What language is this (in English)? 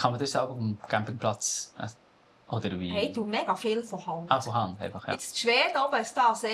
Swiss German